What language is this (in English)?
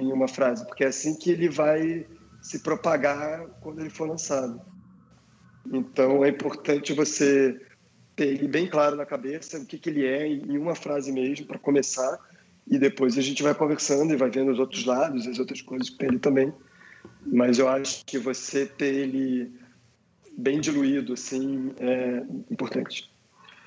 Portuguese